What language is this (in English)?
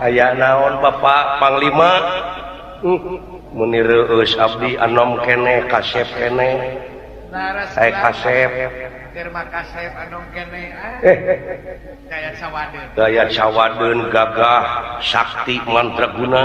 Sundanese